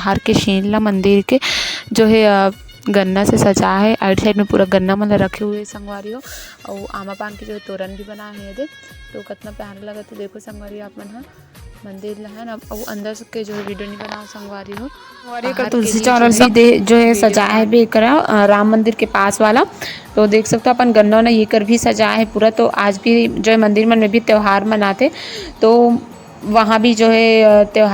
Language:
Chhattisgarhi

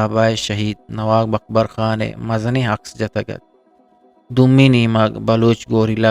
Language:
Eastern Balochi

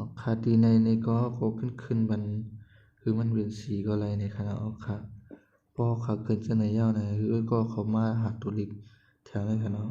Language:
Shan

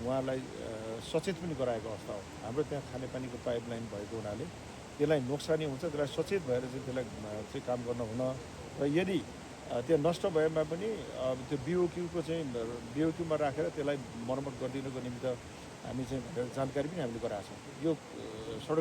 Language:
Nepali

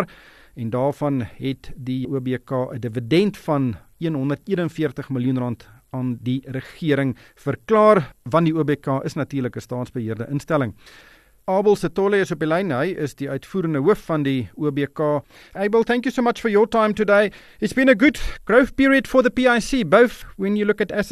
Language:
Afrikaans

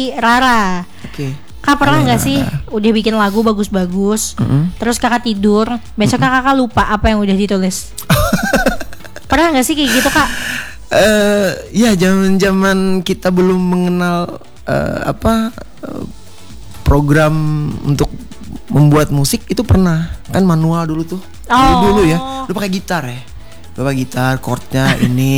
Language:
Indonesian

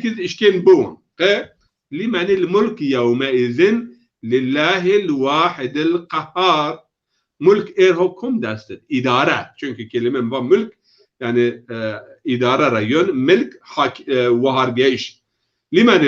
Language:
Zaza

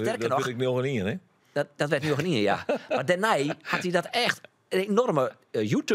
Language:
Western Frisian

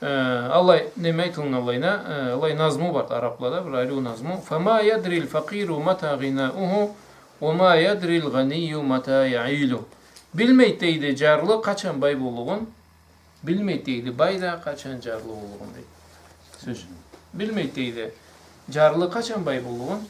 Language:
Karachay-Balkar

